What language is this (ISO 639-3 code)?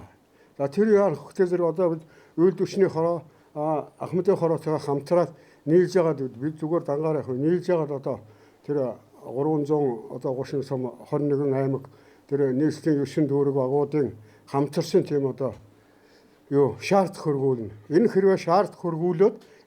mon